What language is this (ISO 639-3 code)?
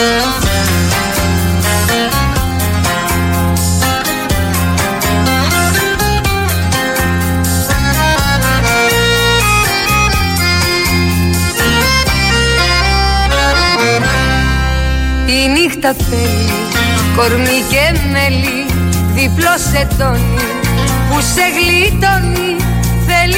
ell